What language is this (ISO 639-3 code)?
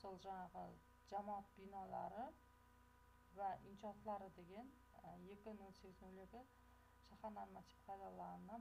kaz